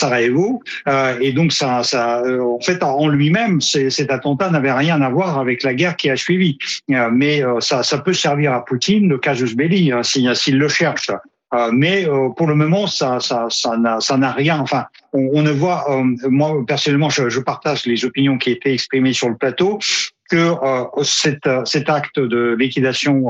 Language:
French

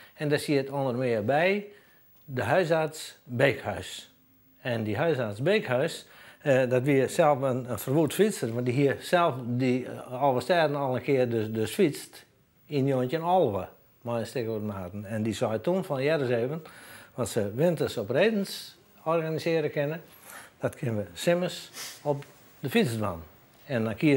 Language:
Western Frisian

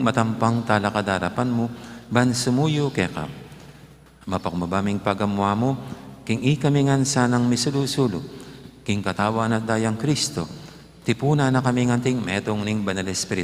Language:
Pampanga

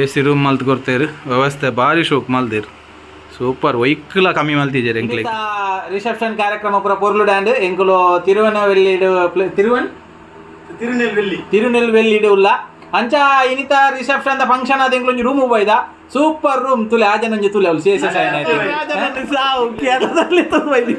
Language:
Tulu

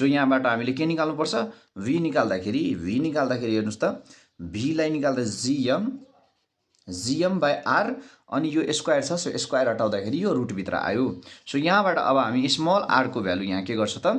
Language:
Nepali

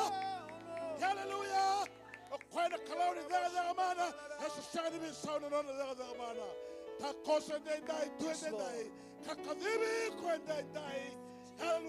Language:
Fijian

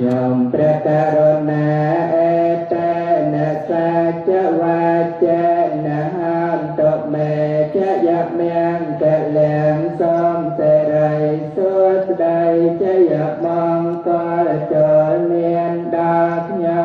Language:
Khmer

